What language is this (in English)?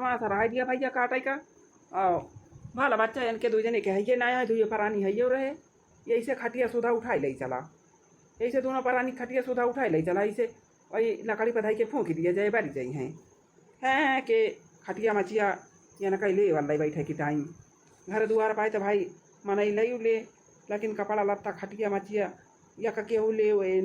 Awadhi